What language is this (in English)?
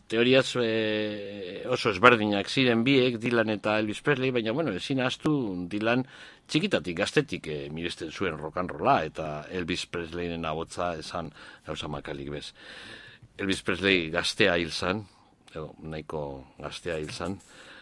Basque